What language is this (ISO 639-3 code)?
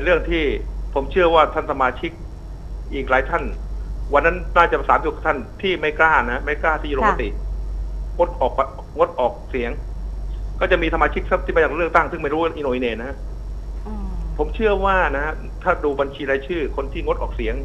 tha